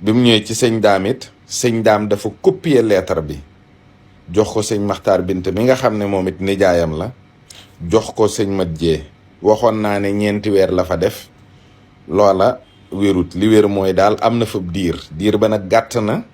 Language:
Wolof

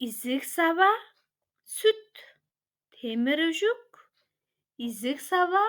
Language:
Tuvinian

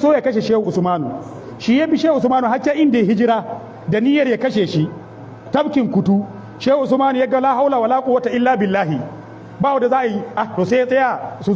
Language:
Hausa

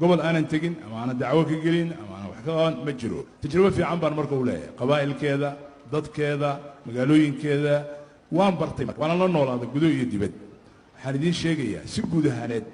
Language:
Somali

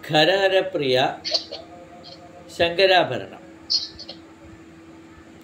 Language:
Malayalam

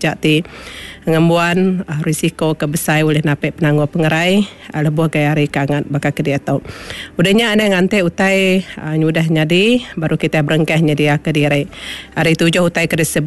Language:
Iban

